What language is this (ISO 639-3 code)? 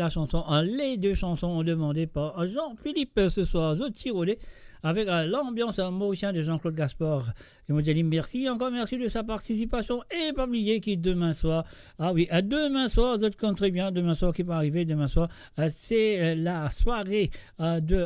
mfe